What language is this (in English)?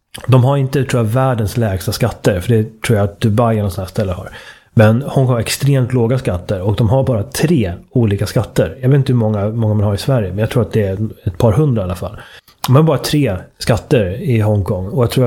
Swedish